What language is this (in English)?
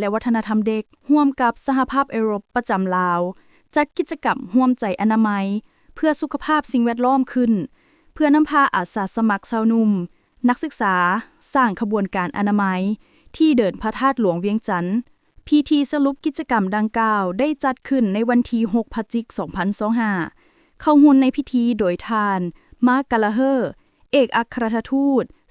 Lao